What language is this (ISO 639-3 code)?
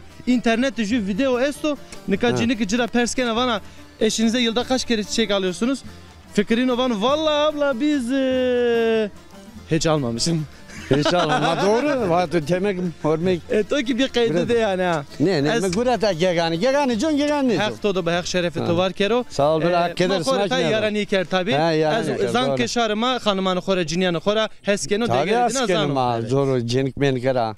zza